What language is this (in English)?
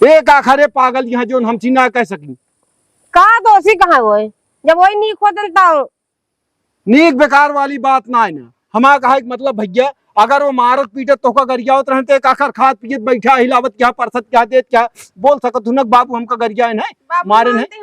Awadhi